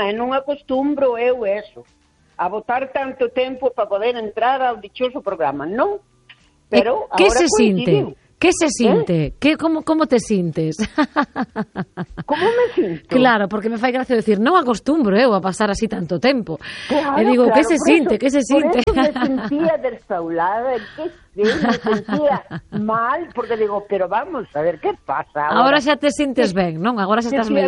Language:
Galician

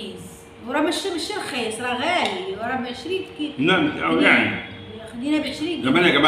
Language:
Egyptian Arabic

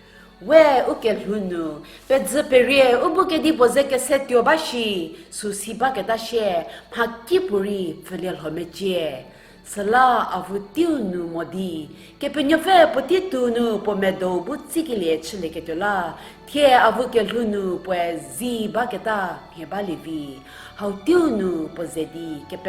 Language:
Angami Naga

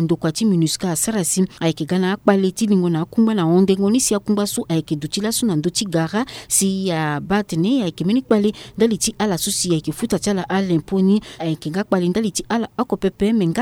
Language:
Sango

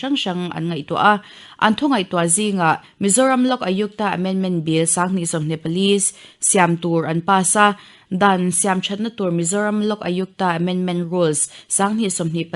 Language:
Mizo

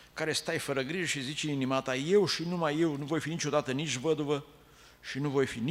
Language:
Romanian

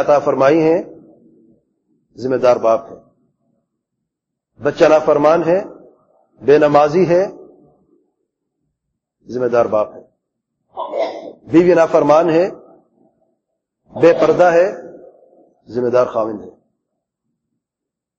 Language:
Urdu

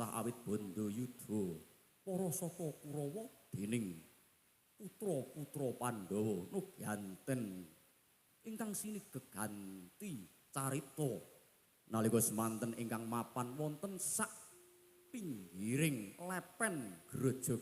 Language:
Javanese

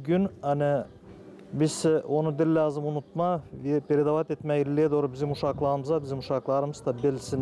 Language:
Gagauz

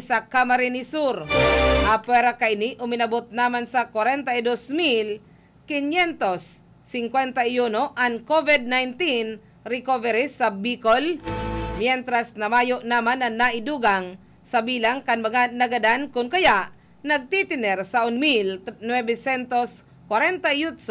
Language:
Bikol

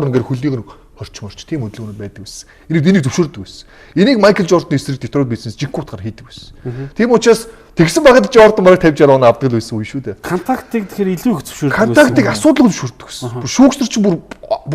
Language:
Mongolian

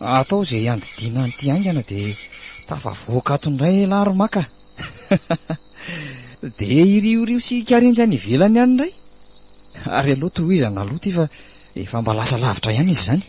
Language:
Malagasy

